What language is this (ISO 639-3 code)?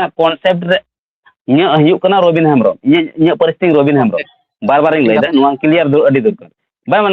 sat